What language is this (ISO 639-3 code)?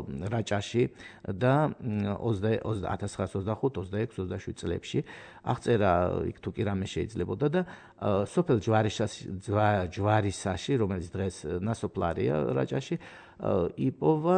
kat